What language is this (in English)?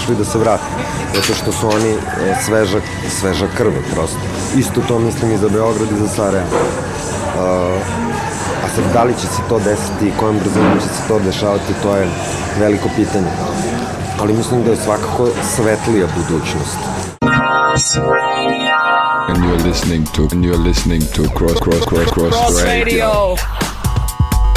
Serbian